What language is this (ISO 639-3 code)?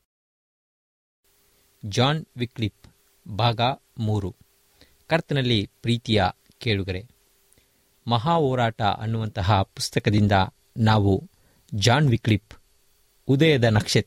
kan